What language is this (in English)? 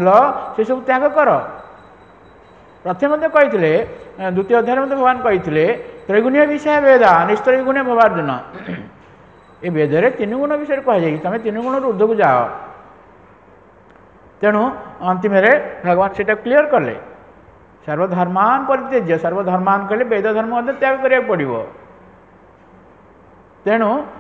Odia